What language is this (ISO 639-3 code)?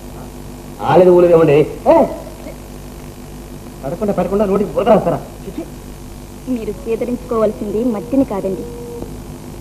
tel